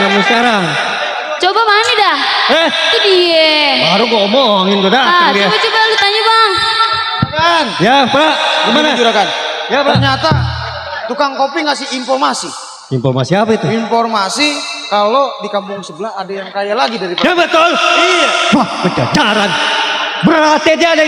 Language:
Betawi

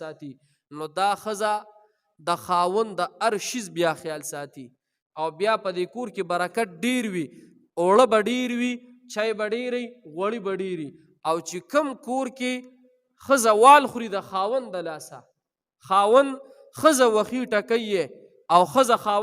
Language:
Pashto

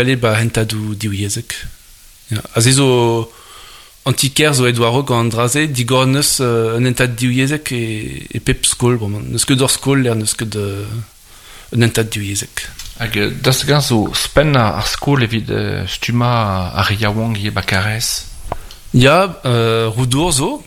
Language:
Breton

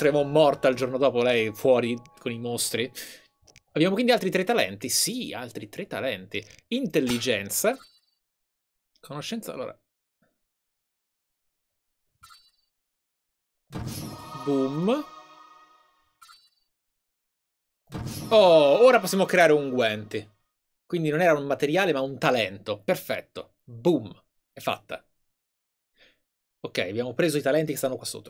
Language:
Italian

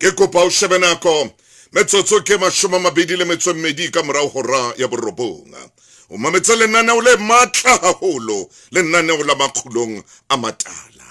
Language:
Southern Sotho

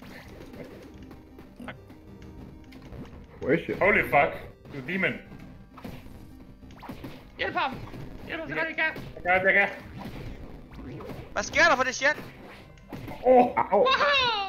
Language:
Danish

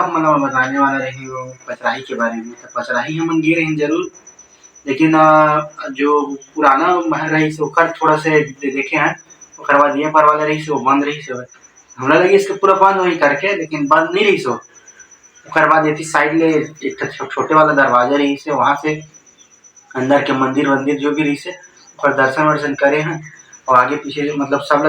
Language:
Chhattisgarhi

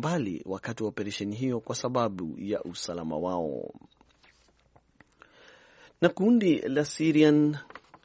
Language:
Swahili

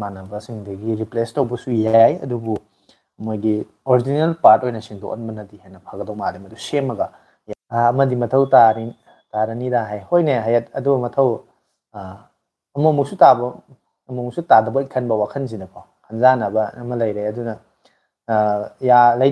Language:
Manipuri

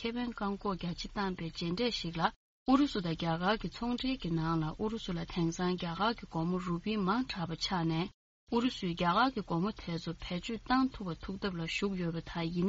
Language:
Tibetan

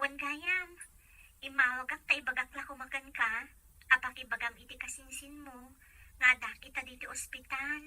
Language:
Iloko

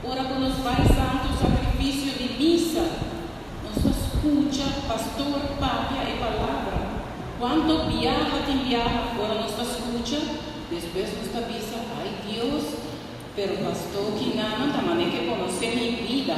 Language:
Papiamento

